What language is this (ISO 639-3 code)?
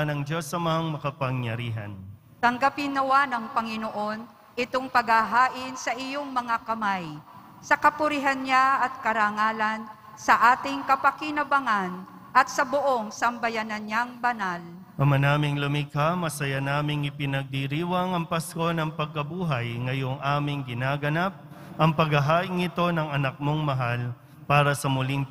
fil